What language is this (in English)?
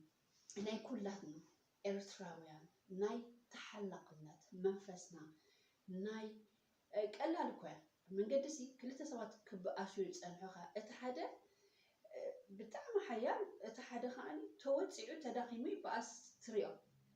Tigrinya